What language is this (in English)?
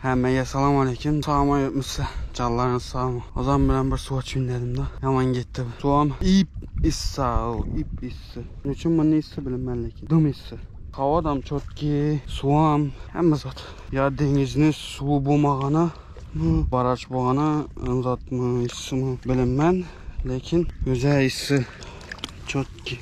Turkmen